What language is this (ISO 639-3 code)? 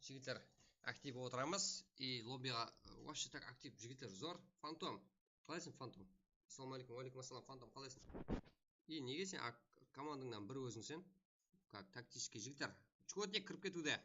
kaa